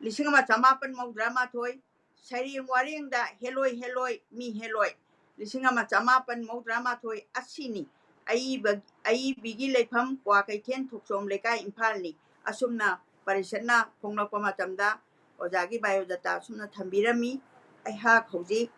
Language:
Manipuri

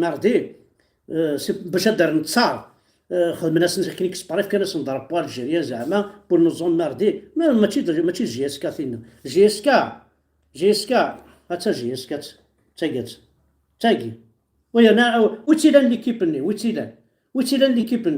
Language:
Kabyle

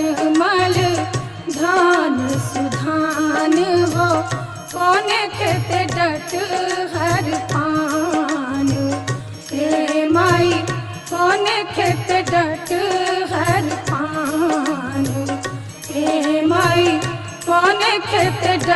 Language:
Bhojpuri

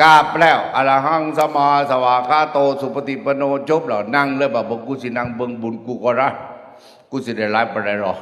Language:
Northeastern Thai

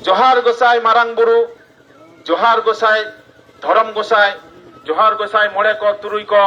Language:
Santali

